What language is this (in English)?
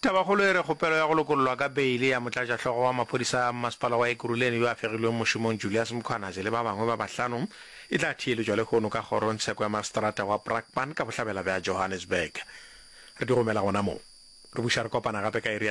Northern Sotho